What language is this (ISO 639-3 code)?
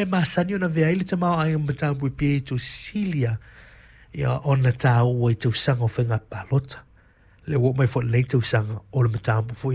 smo